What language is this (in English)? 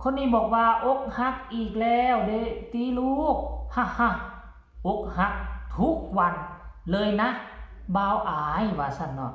Northeastern Thai